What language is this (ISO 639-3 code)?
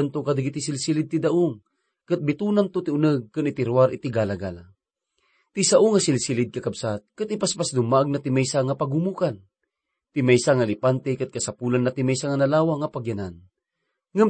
ilo